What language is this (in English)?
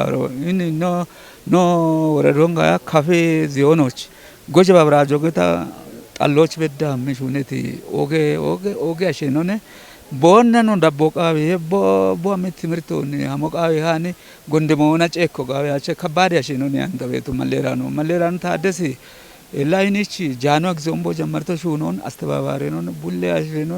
Kafa